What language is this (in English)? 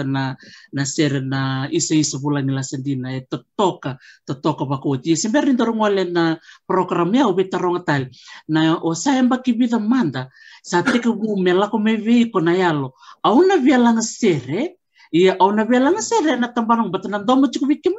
Fijian